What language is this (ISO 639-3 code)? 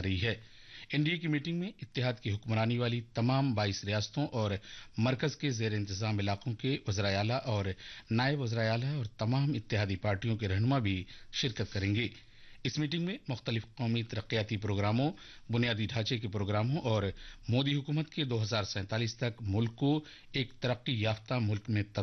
urd